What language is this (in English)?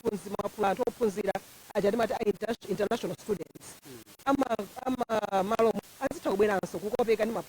Nyanja